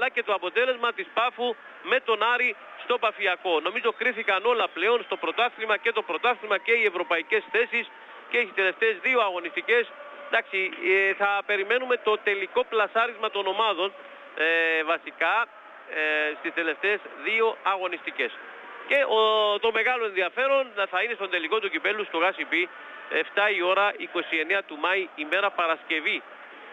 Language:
Greek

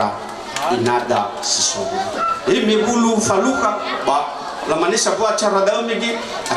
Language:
Nias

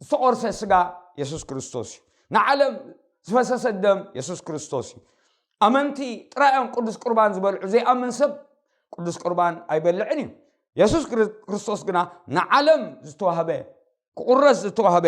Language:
Tigrinya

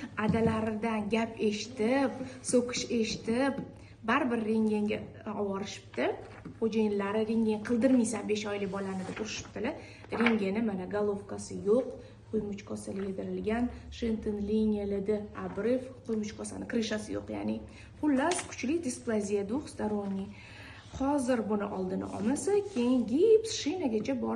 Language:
Uzbek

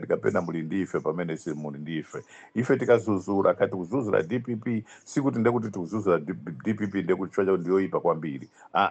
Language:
Nyanja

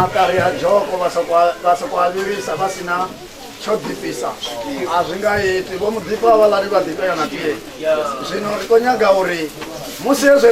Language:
Venda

